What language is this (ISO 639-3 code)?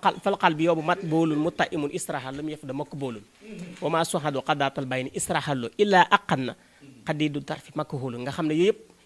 wol